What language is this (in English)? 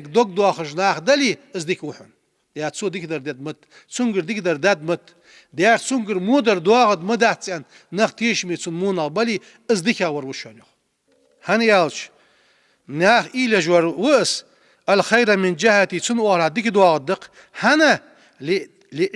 Ingush